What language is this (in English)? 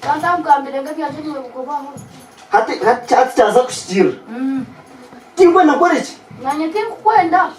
Nyankole